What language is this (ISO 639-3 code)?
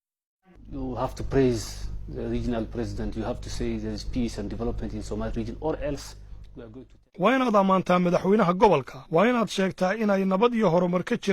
som